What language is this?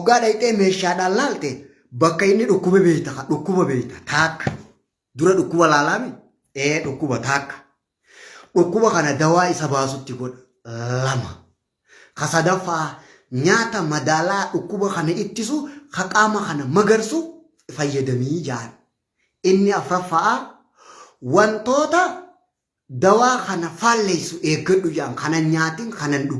Oromo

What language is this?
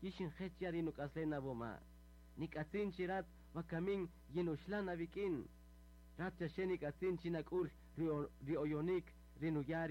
Kaqchikel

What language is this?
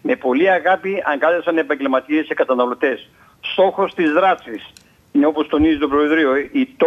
Greek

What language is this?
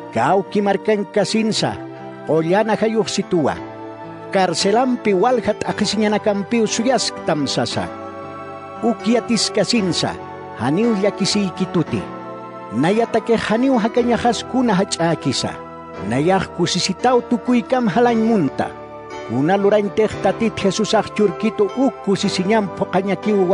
Aymara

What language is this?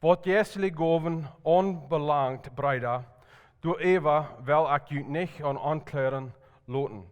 Plautdietsch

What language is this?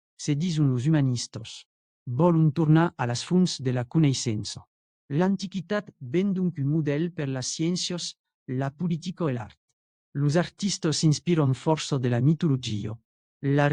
Occitan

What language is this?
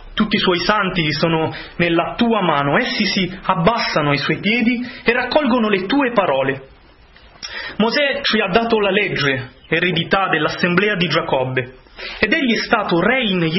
Italian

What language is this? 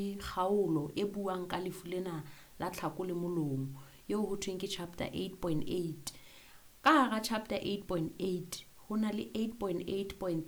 Southern Sotho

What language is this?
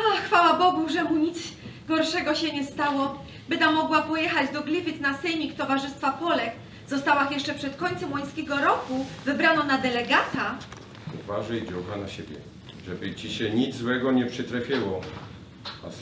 Silesian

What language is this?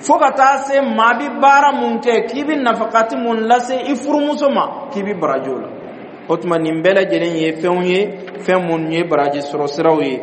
Dyula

